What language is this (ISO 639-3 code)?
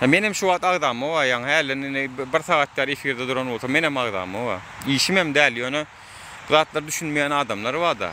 tuk